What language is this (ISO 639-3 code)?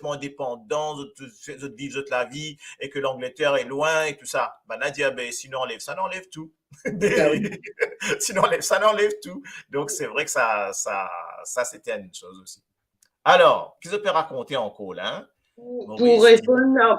mfe